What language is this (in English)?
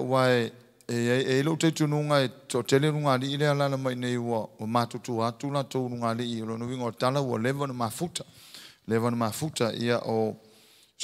Samoan